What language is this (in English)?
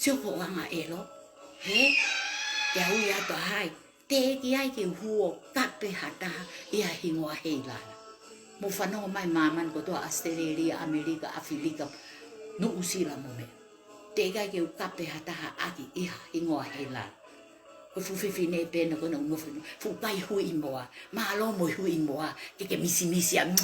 Tongan